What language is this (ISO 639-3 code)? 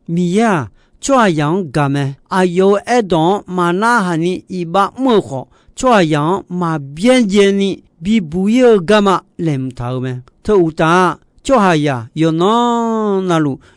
ahk